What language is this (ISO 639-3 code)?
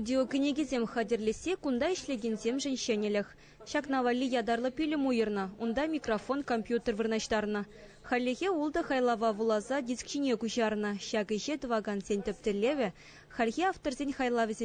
chv